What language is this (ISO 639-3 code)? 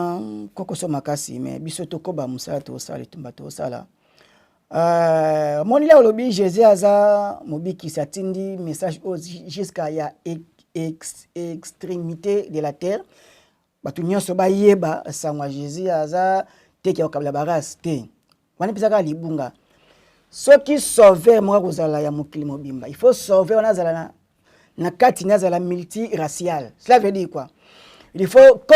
lin